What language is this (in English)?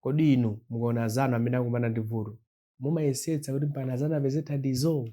Nyanja